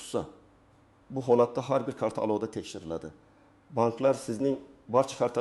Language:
Uzbek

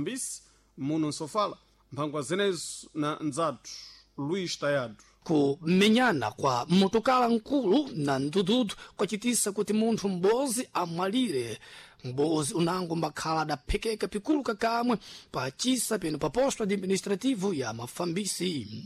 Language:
Sena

